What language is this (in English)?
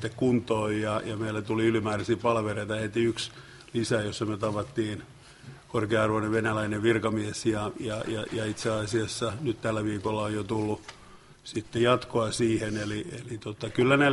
Finnish